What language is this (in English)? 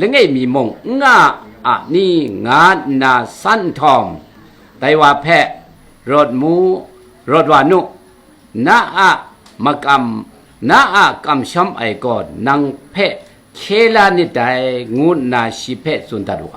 Kachin